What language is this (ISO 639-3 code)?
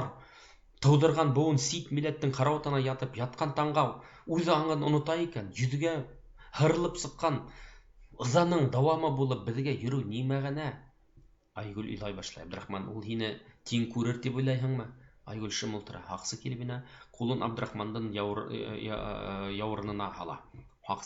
bak